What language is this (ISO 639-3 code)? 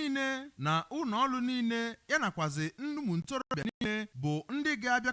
ibo